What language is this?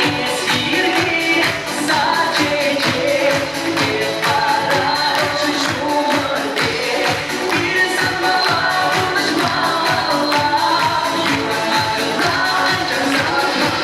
Chuvash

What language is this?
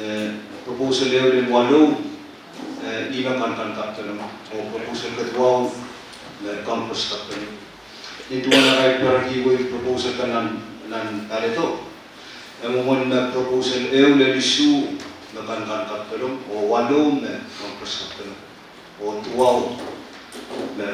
Pohnpeian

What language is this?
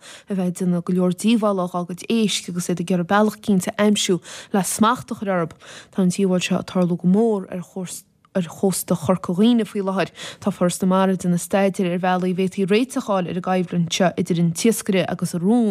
Irish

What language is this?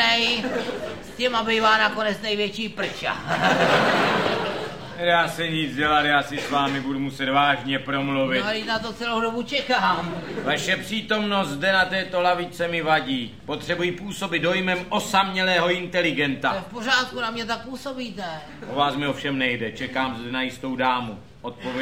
Czech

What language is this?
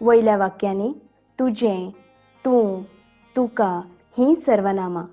Konkani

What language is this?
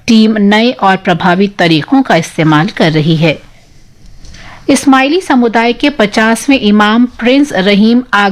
Hindi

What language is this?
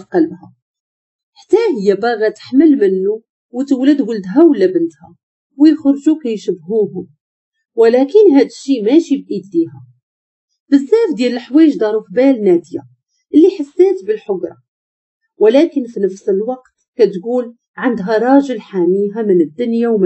Moroccan Arabic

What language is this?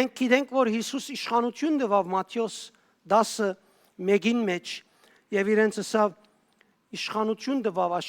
Western Armenian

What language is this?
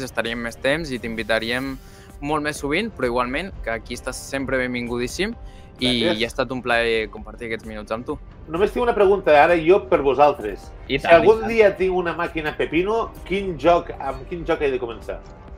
Catalan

